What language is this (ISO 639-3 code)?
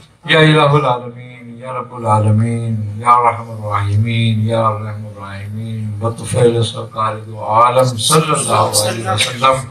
urd